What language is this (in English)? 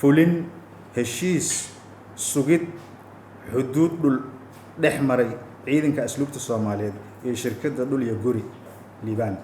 Somali